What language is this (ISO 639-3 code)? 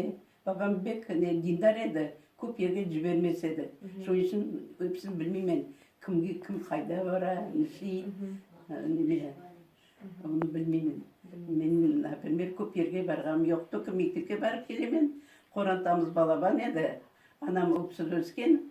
crh